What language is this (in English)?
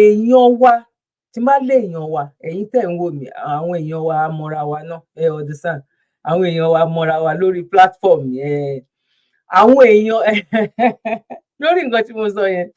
Yoruba